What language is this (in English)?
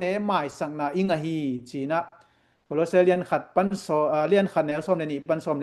Tedim Chin